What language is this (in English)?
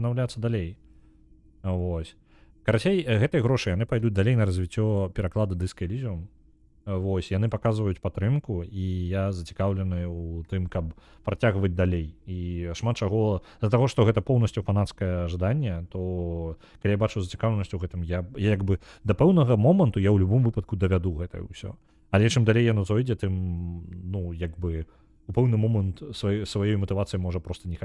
Belarusian